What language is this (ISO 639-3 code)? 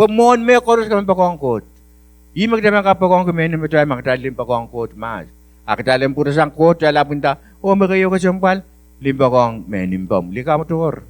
pon